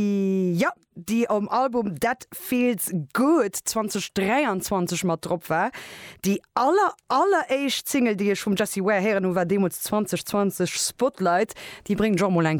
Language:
Luxembourgish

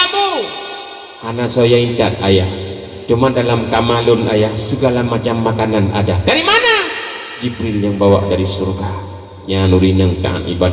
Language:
Achinese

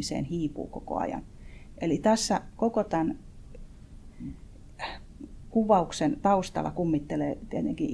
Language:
Finnish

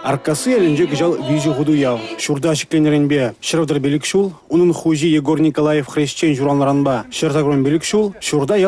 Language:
Chuvash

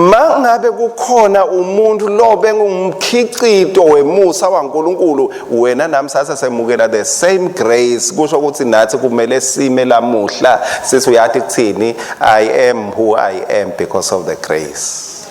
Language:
Swati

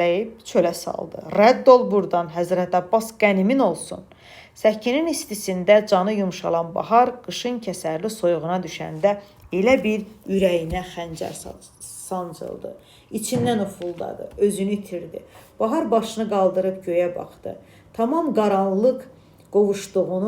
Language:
Azerbaijani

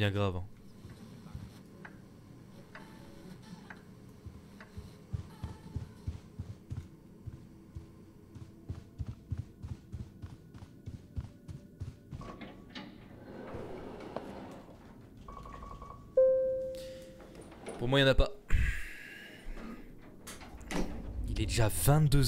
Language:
French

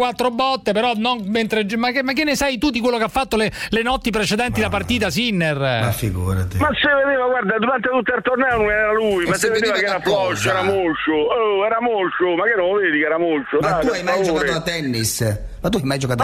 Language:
Italian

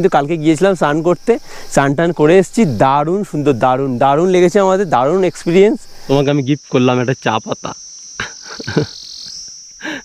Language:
Bangla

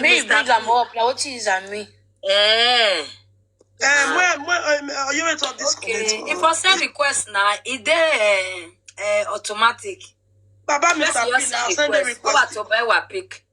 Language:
Nigerian Pidgin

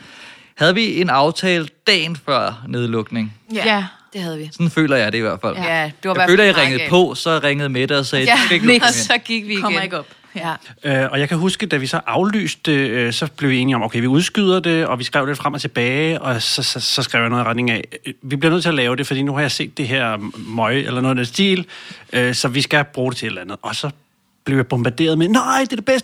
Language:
Danish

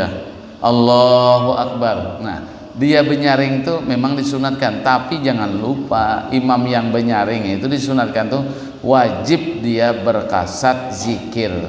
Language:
Banjar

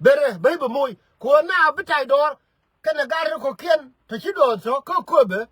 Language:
Nuer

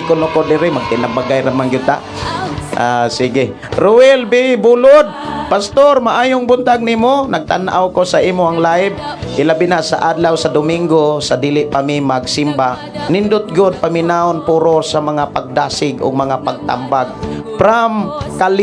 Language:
Cebuano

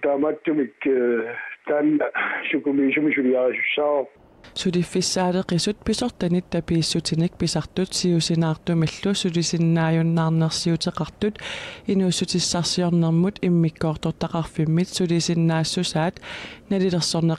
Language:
Kalaallisut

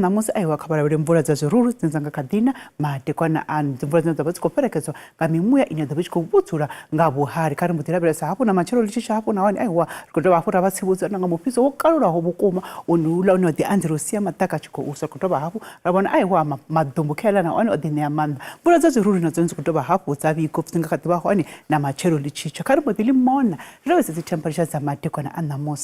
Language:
Venda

